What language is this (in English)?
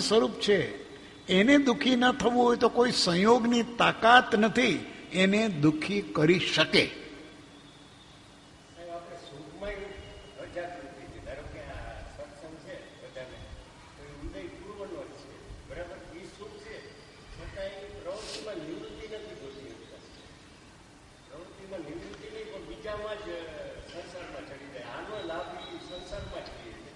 Gujarati